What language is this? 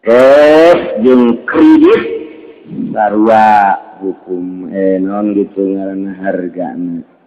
Sundanese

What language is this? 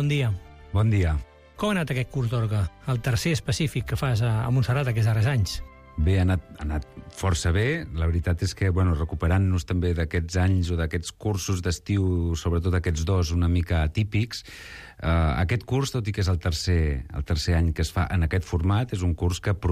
Catalan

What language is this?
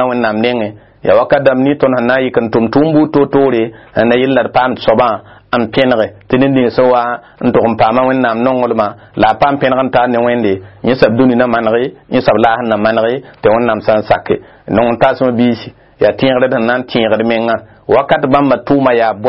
Mossi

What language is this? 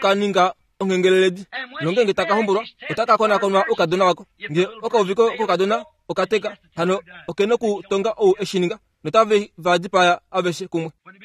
Kuanyama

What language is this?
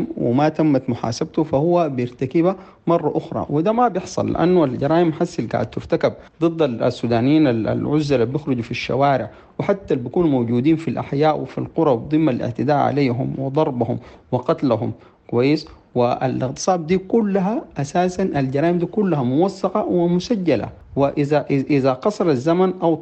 Sudanese Arabic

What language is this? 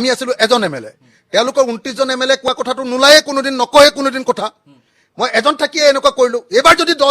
Assamese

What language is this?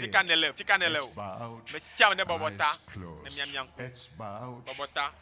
Ewe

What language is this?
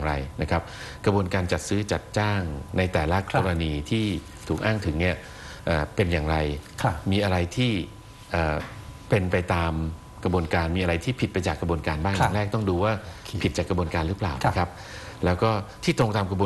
Thai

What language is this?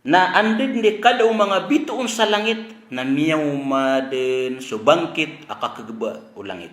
Maranao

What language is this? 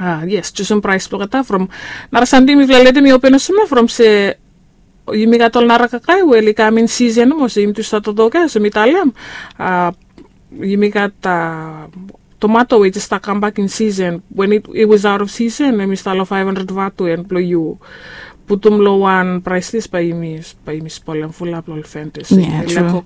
Bislama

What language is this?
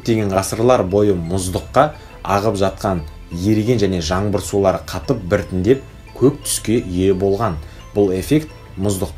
Kazakh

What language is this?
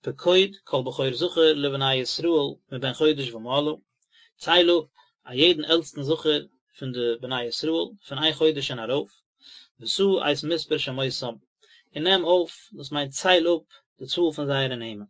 Yiddish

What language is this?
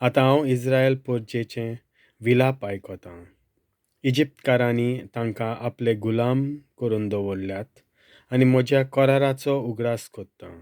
Konkani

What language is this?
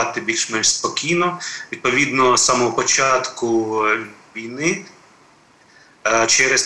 Ukrainian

